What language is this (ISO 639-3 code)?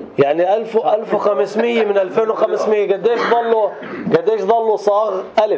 apc